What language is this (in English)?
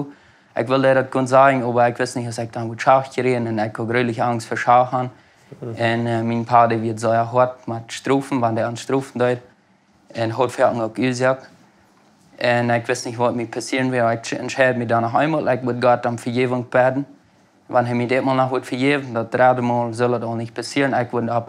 Plautdietsch